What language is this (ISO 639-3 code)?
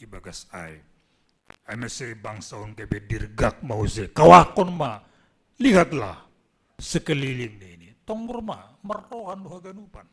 bts